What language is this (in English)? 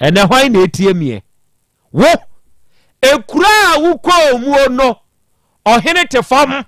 Akan